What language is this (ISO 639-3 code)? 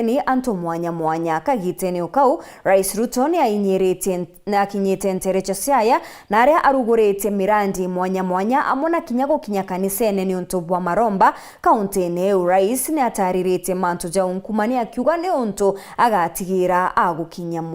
mer